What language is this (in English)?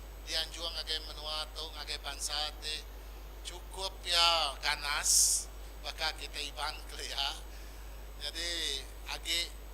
Iban